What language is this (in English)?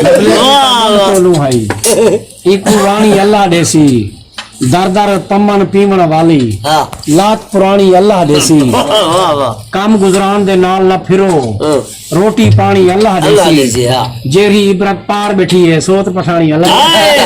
Saraiki